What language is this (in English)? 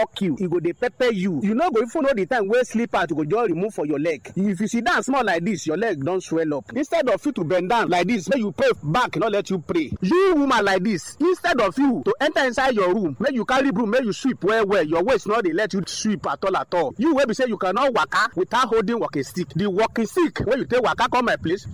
Nigerian Pidgin